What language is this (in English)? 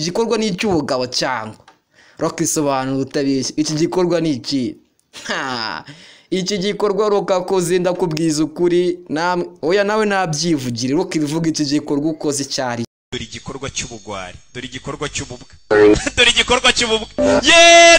Kinyarwanda